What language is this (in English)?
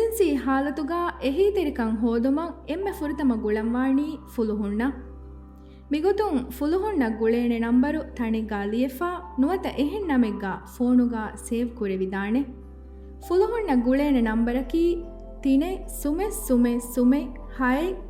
Divehi